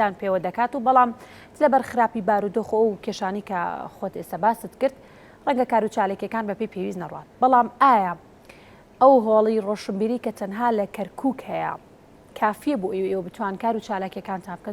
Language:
Central Kurdish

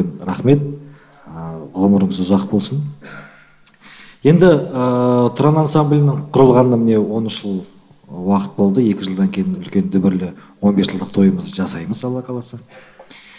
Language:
Kazakh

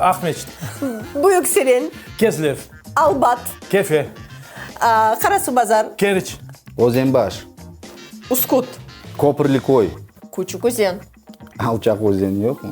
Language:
Crimean Tatar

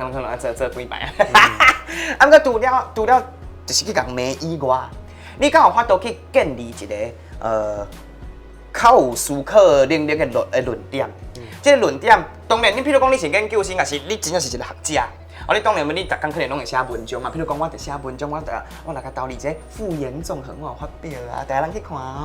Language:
Min Nan Chinese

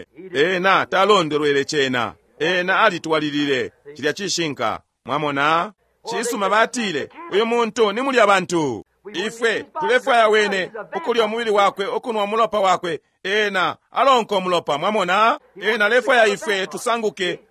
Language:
Bemba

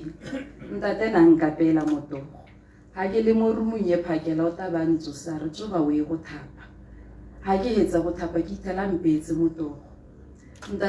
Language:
Tswana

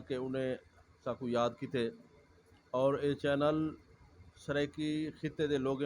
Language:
Saraiki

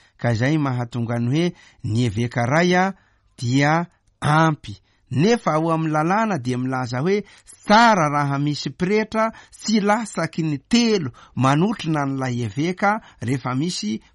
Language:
Malagasy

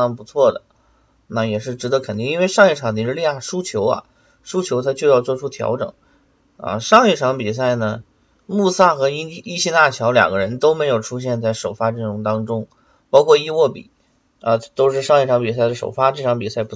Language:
Chinese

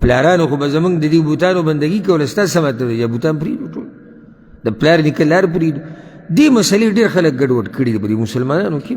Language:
Pashto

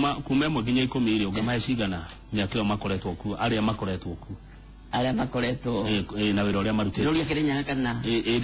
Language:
Kikuyu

